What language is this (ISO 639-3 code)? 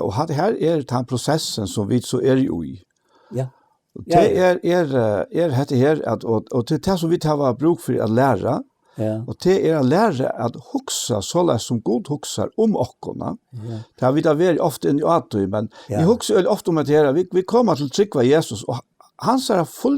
fao